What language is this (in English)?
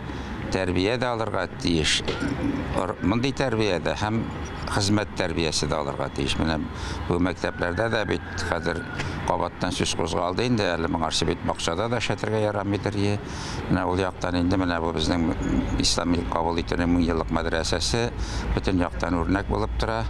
Tatar